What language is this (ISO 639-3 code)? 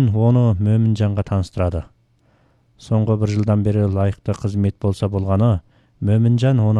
kaz